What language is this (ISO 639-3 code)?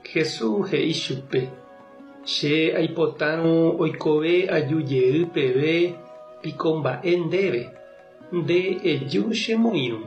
grn